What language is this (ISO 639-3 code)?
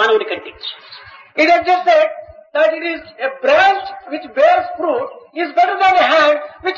tel